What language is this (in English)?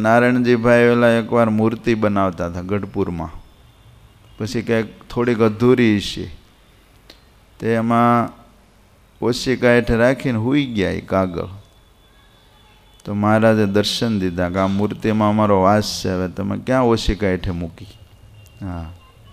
Gujarati